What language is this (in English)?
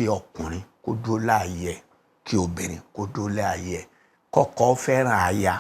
Yoruba